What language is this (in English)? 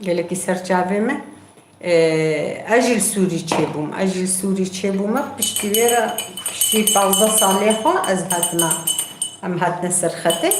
Kurdish